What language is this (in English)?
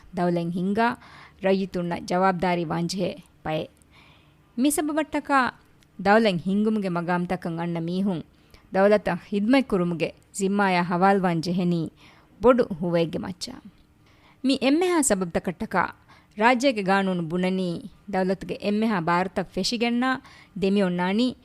Divehi